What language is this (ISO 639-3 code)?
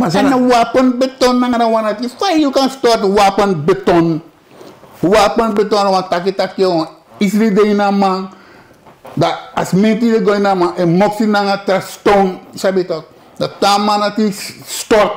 srn